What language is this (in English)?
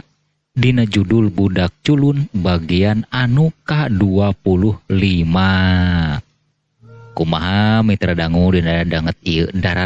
Sundanese